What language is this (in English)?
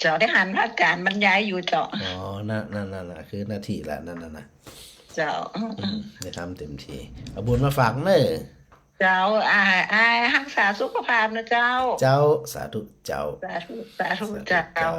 Northern Thai